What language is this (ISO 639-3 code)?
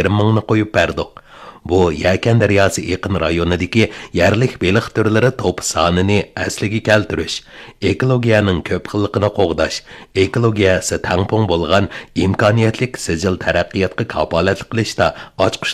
uig